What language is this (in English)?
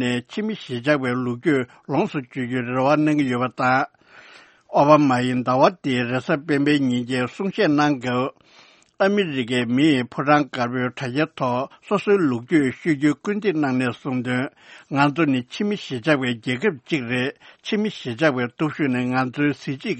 Tibetan